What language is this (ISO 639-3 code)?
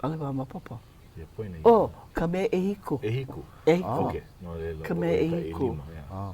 haw